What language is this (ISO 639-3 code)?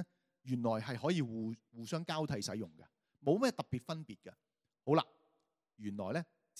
yue